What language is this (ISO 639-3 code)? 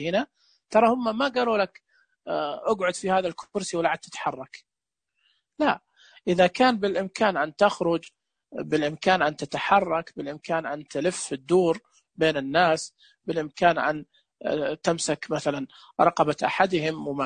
ars